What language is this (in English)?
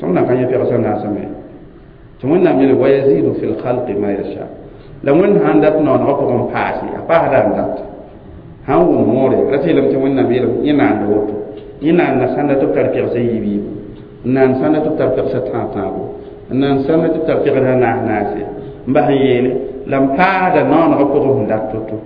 Mossi